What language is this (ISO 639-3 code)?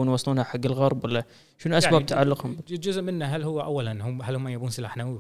afb